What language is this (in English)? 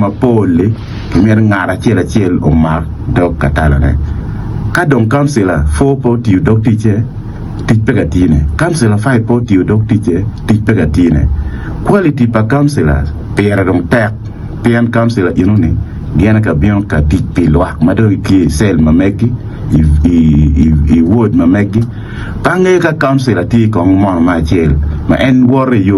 Acoli